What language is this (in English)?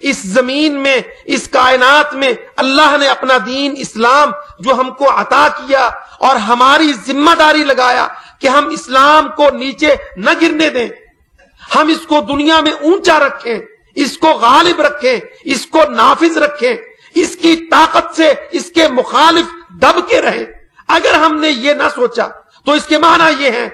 Urdu